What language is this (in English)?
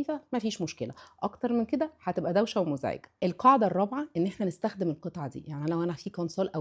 Egyptian Arabic